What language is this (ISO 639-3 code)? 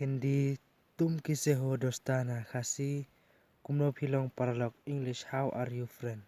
kha